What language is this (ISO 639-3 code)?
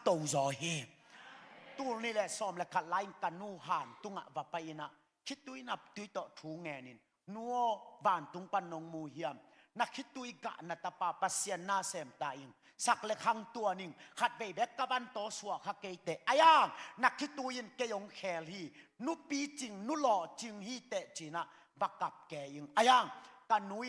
ctd